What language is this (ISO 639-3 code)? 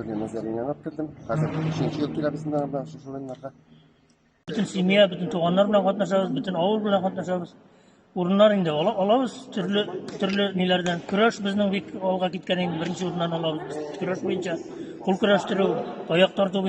tat